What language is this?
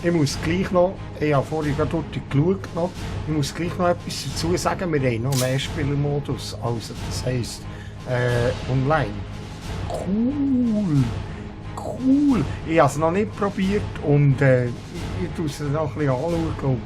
Swiss German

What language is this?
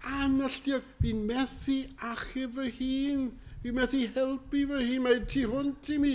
Welsh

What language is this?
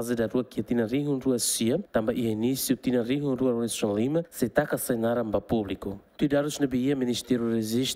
Tetum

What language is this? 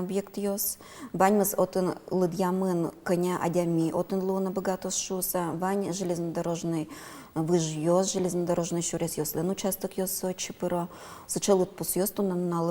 Udmurt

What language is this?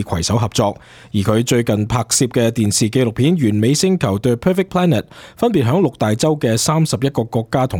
Cantonese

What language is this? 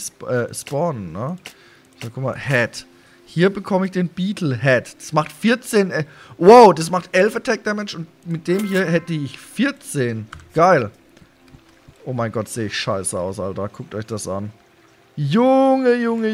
German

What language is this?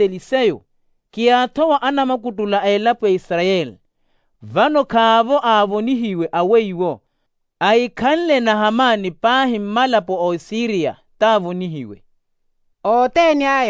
Makhuwa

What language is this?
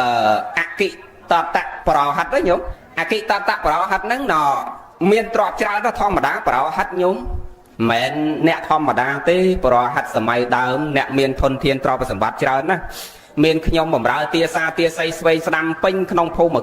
Khmer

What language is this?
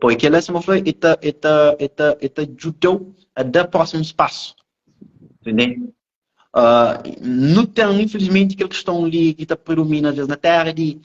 Kabuverdianu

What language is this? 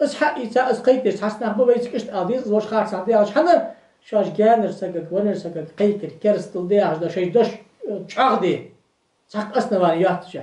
Ingush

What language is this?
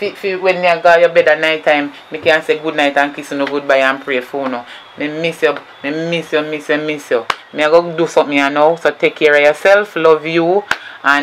Jamaican Creole English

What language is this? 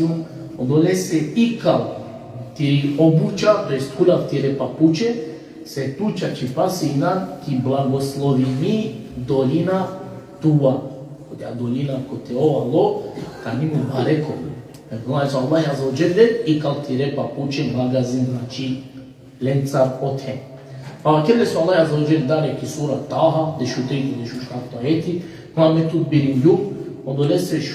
Balkan Romani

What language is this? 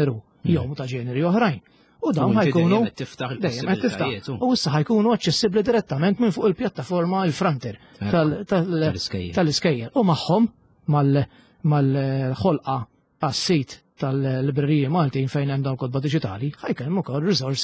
Maltese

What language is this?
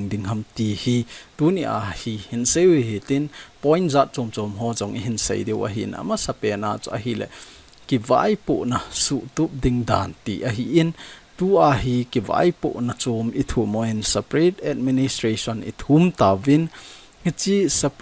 Thado Chin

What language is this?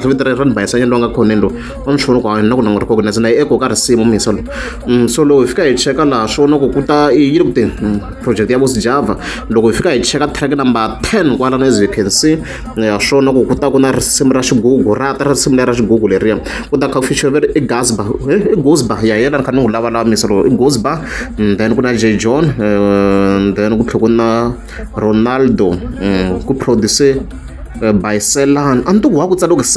Tsonga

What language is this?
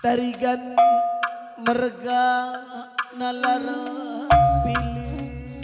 Batak Karo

